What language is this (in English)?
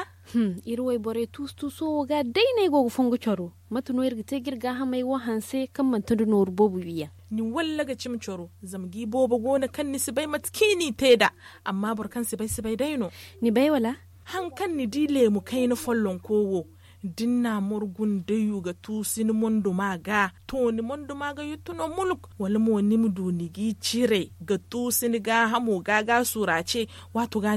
Zarma